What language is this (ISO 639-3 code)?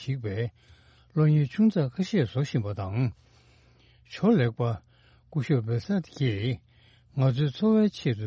bod